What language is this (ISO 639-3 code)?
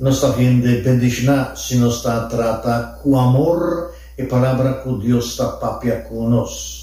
pap